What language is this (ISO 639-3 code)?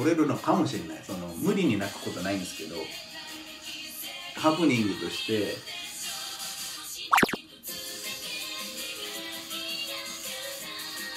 jpn